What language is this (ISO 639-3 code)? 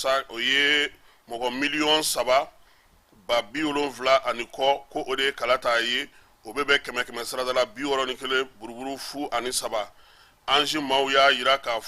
bam